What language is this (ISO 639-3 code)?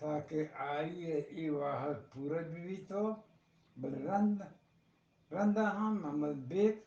bgp